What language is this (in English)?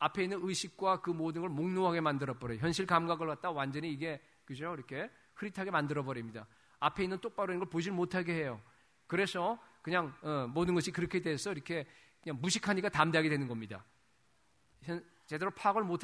Korean